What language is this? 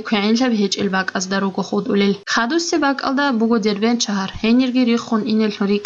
Avaric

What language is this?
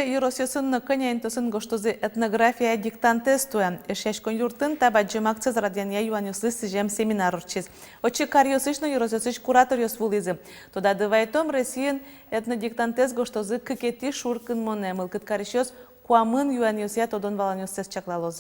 Udmurt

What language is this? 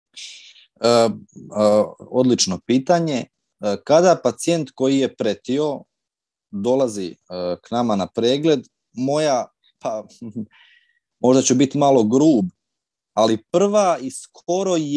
Croatian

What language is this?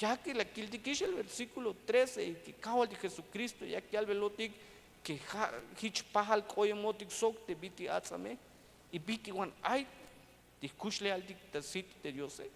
Tzeltal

